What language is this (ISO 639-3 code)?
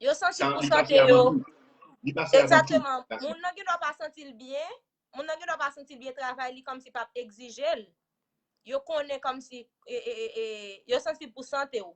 hat